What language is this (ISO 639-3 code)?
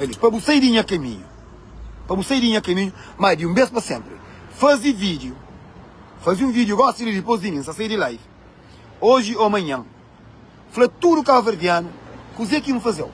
kea